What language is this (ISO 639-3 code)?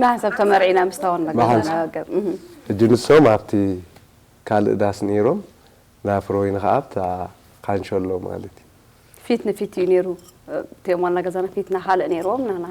tir